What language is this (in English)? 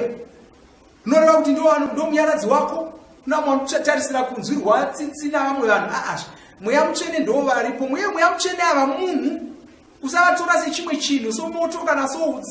Shona